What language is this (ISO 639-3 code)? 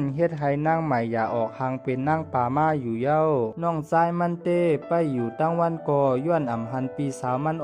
shn